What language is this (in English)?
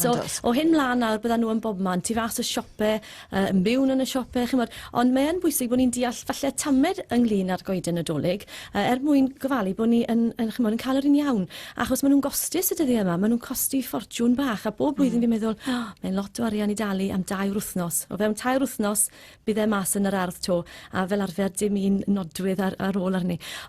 Welsh